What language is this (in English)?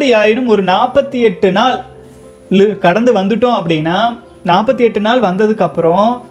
Tamil